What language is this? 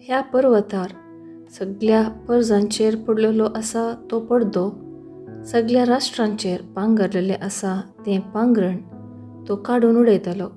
Konkani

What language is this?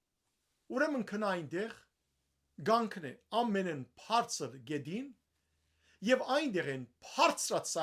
Western Armenian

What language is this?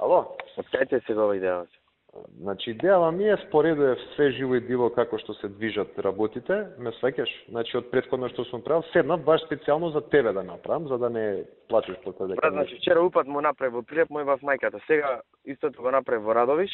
Macedonian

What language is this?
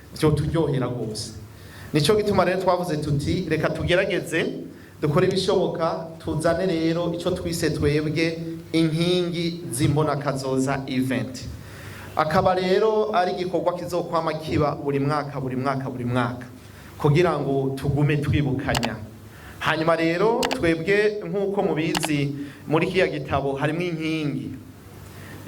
Rundi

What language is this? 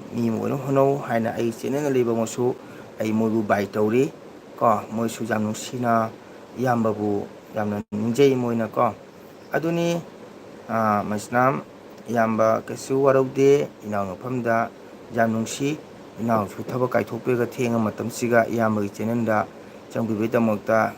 Manipuri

